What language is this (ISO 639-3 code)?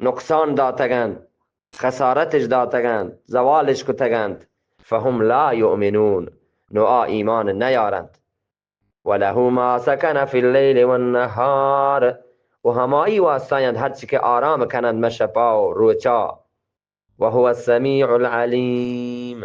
bgp